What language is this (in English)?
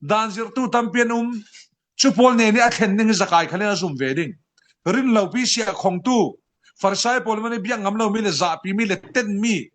Falam Chin